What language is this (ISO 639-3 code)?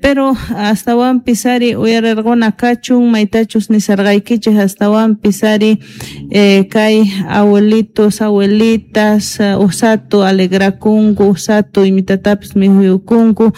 quh